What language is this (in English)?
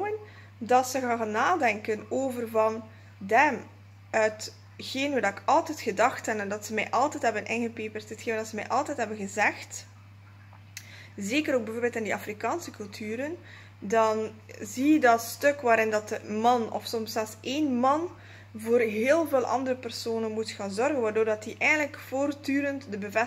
Dutch